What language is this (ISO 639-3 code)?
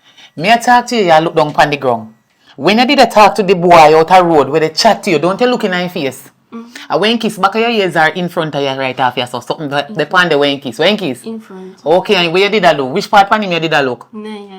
jam